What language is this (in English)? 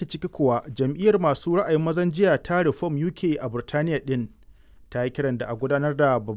Hausa